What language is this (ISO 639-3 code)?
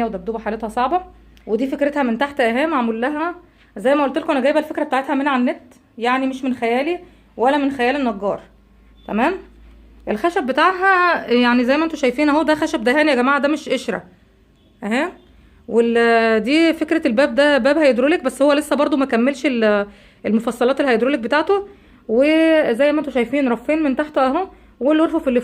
arz